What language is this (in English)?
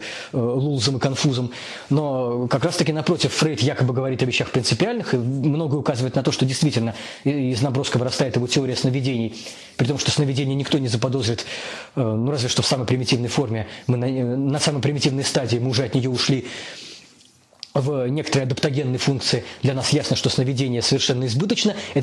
Russian